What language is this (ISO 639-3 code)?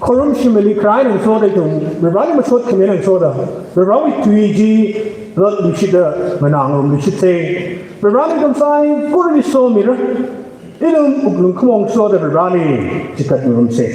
nmf